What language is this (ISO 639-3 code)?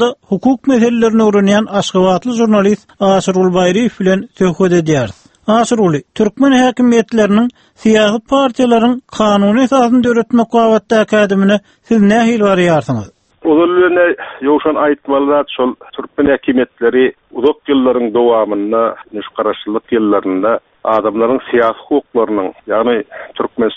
tuk